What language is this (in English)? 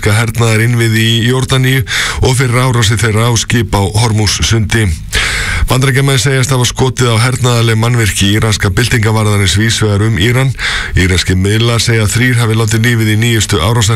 Icelandic